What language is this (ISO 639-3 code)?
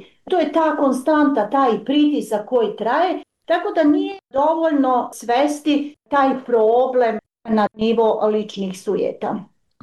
bos